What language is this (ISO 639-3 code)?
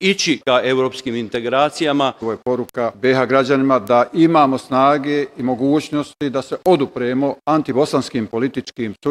bos